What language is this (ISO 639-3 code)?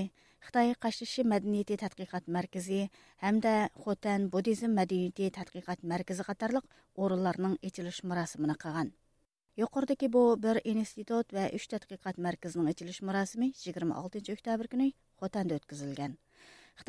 uig